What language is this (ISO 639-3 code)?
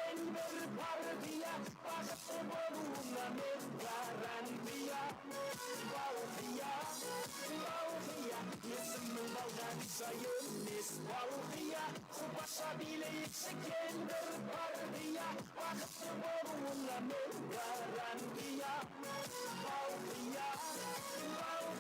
kaa